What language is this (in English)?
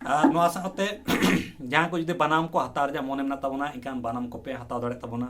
Santali